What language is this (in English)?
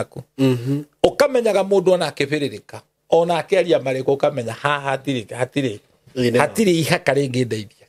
Kikuyu